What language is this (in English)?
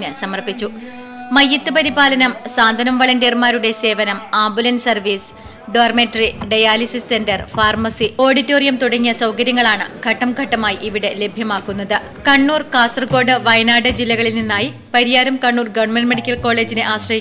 Malayalam